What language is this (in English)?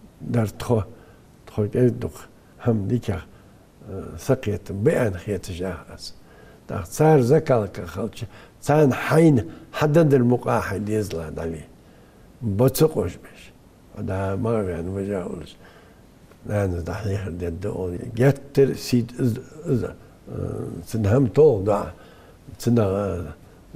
Ingush